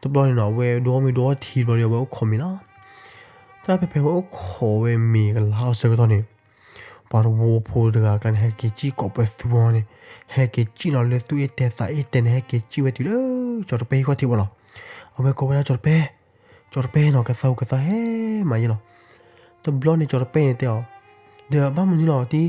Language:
S'gaw Karen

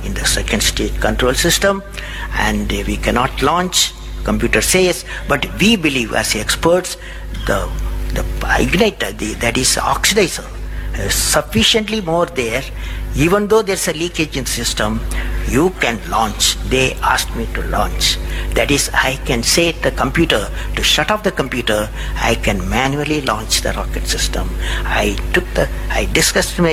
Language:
English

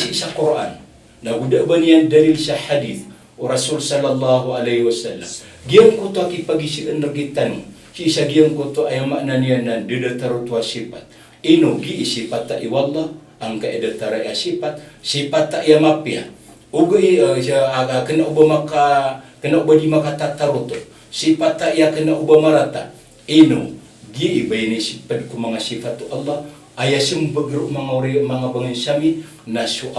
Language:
Maranao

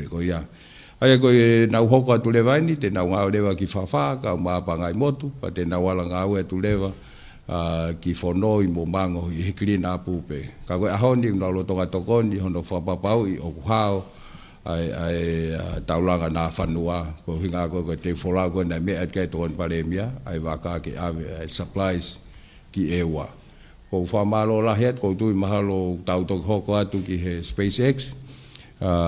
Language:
Tongan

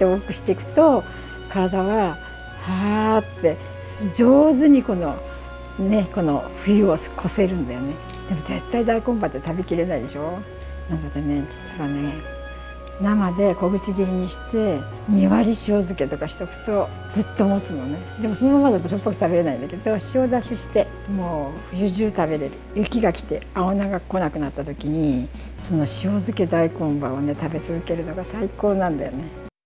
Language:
Japanese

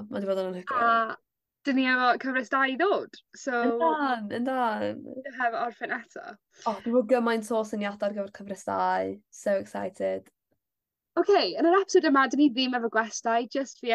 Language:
Welsh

